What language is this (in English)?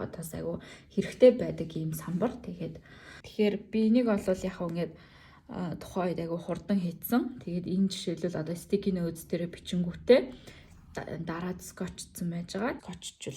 Mongolian